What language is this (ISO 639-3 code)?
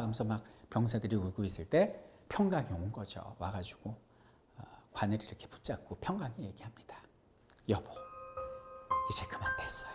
kor